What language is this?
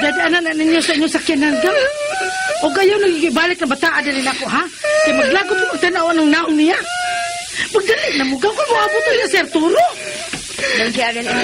Cebuano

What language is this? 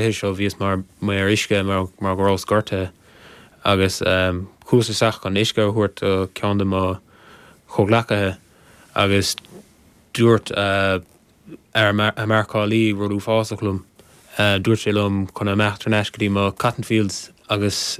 Irish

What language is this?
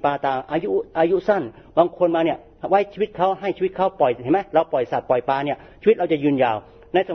Thai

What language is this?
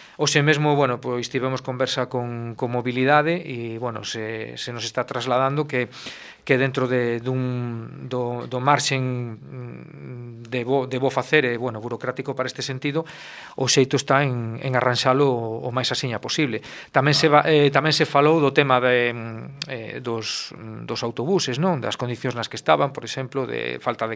Galician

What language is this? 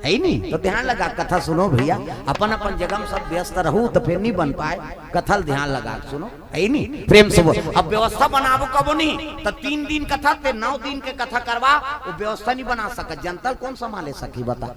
Chhattisgarhi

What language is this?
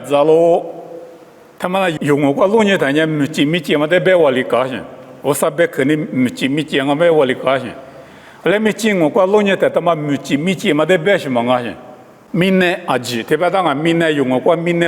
Lisu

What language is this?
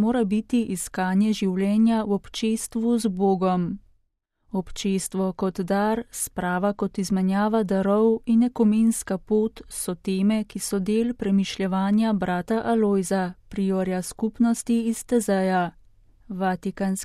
Slovenian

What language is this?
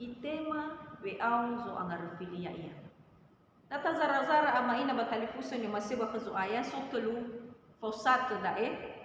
Nias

